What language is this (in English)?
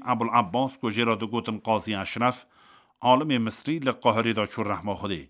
Kurdish